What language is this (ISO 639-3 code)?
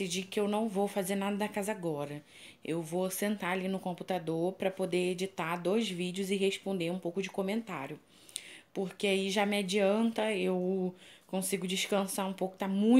por